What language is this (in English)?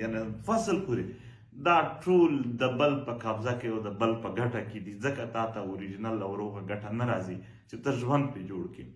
Pashto